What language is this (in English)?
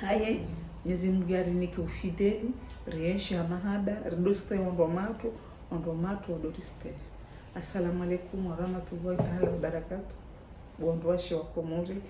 Ngazidja Comorian